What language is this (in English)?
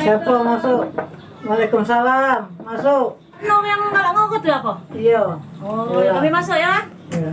Musi